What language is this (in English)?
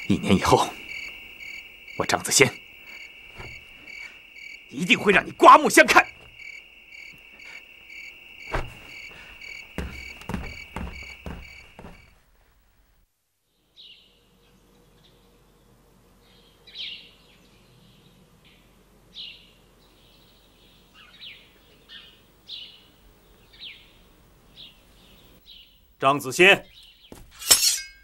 Chinese